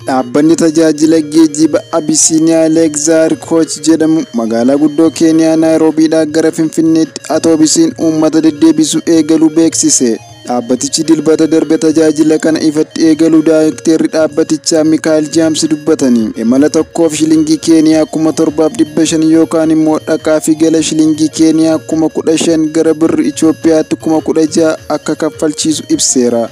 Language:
Oromo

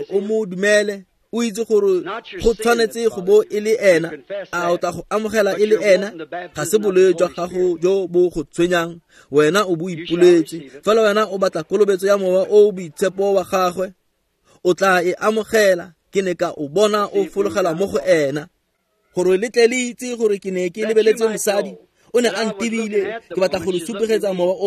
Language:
Tswana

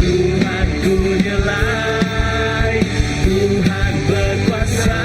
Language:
Iban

